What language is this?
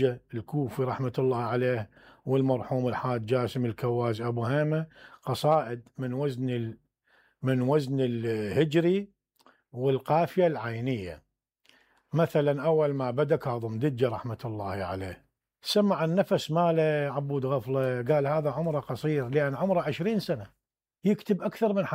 Mesopotamian Arabic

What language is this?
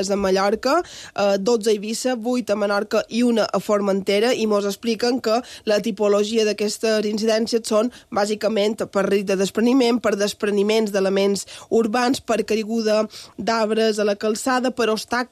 Catalan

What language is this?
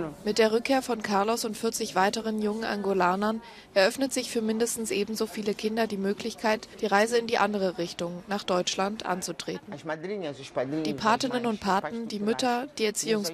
German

